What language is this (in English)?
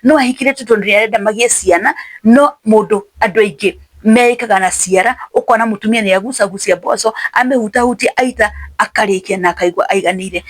Kikuyu